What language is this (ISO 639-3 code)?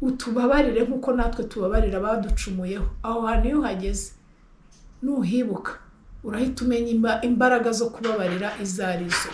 kin